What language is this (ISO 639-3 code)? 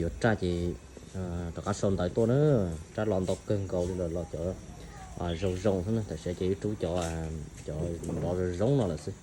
hmn